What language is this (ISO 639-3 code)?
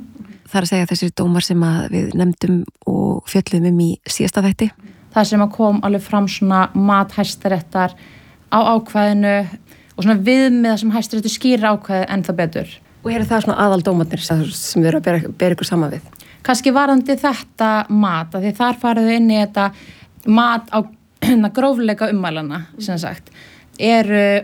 isl